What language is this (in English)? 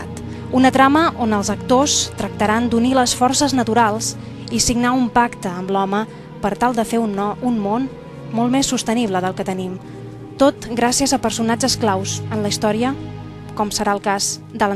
Catalan